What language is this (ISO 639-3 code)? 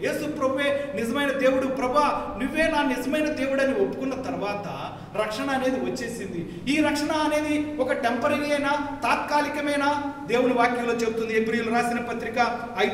tel